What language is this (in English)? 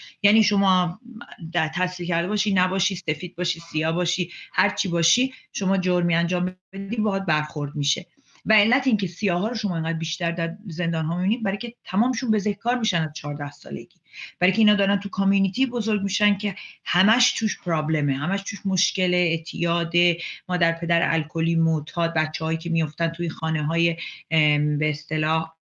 Persian